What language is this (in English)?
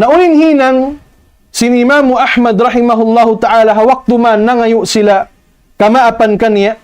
Tausug